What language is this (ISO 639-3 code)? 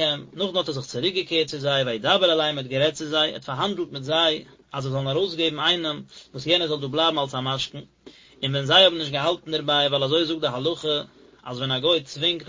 yid